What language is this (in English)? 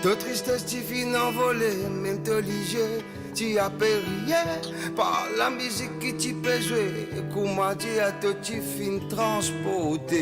Morisyen